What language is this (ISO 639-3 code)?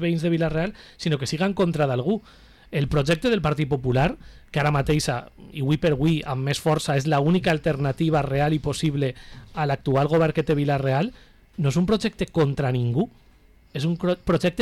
cat